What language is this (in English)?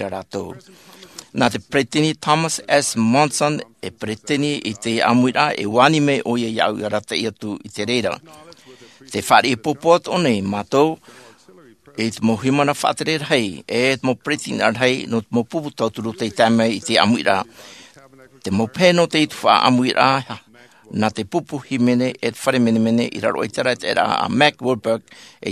Tahitian